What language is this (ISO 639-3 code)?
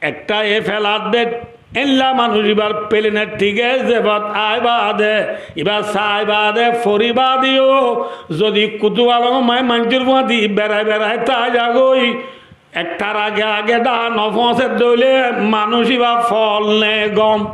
rhg